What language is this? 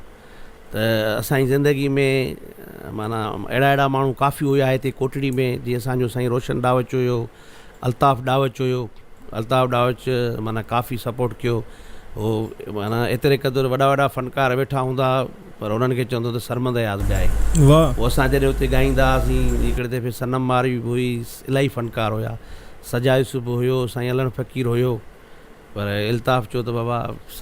Sindhi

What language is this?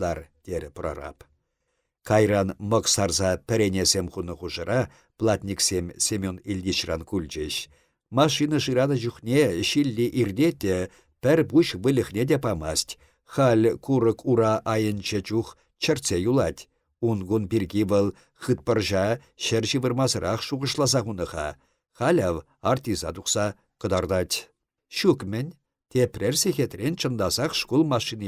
Chuvash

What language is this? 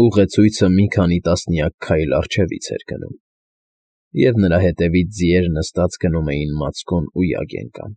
Armenian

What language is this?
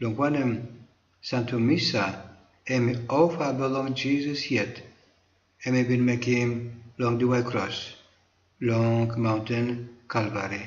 Tok Pisin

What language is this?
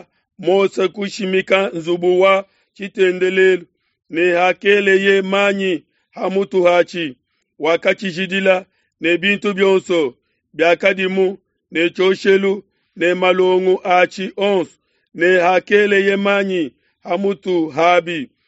Luba-Lulua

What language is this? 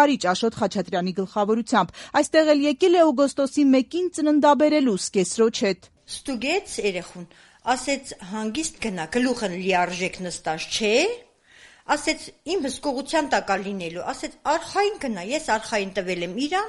Armenian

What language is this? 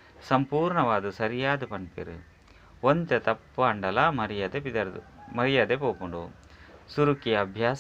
Tulu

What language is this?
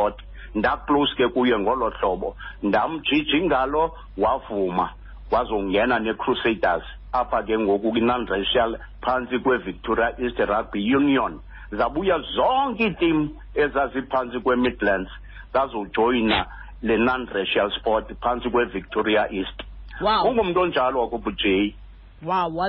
Xhosa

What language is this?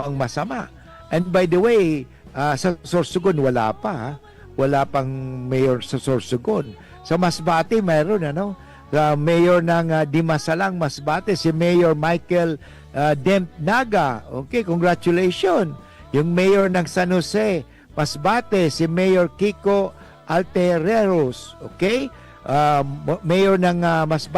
Bikol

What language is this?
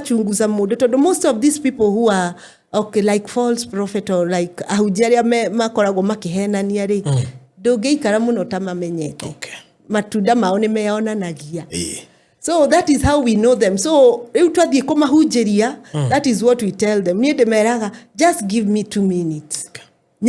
Kikuyu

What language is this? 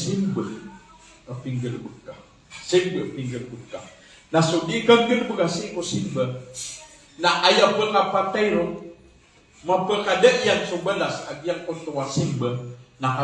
Maranao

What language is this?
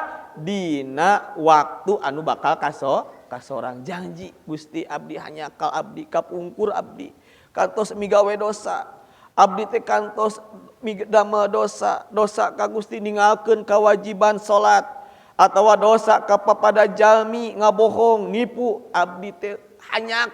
Sundanese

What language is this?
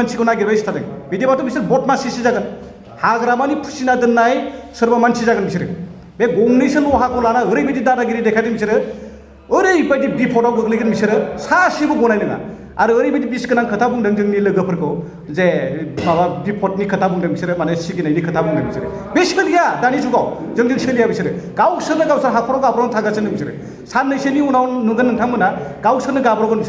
Bodo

